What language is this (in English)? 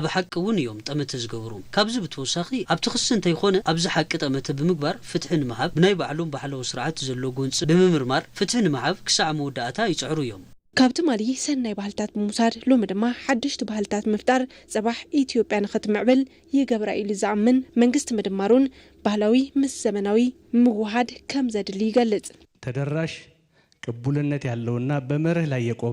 Tigrinya